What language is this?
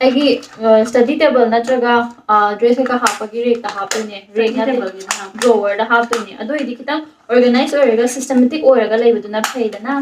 Manipuri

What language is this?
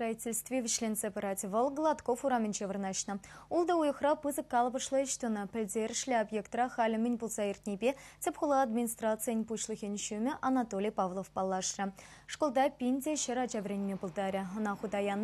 Chuvash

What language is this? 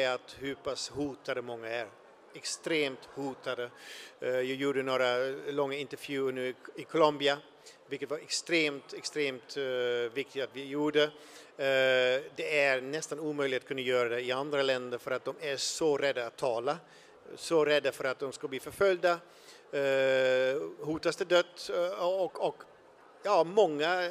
Swedish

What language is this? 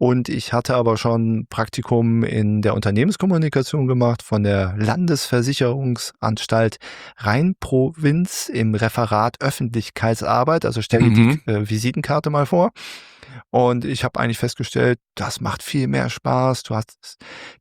German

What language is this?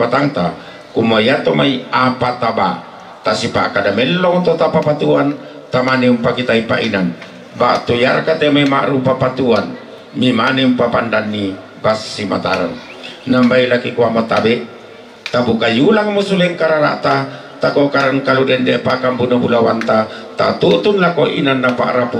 Toraja-Sa'dan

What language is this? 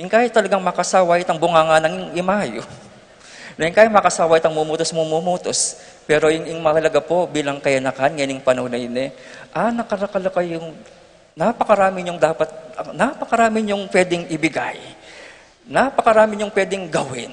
Pampanga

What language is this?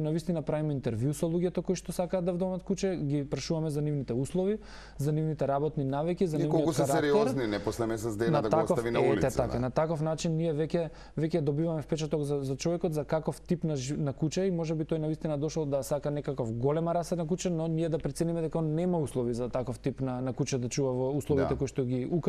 Macedonian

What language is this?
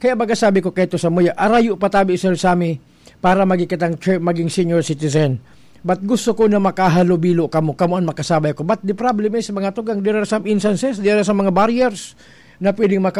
Bikol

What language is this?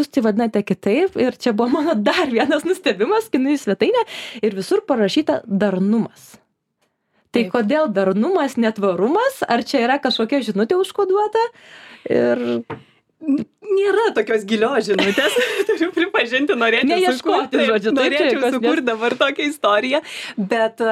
Lithuanian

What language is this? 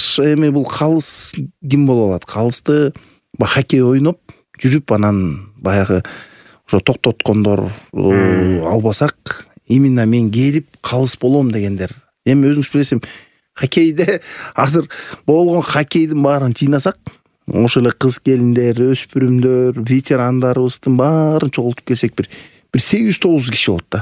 Kyrgyz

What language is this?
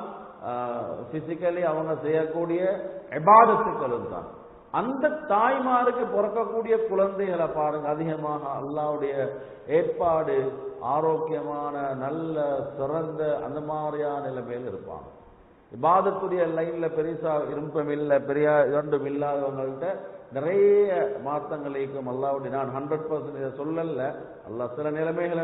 Tamil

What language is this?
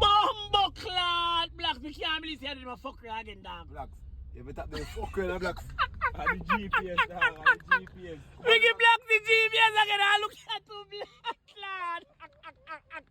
Jamaican Creole English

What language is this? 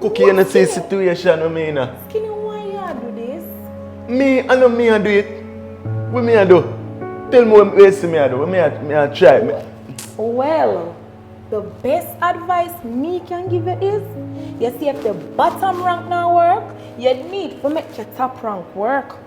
Jamaican Creole English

